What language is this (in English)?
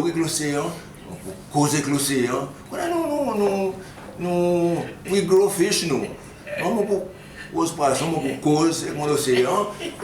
Seselwa Creole French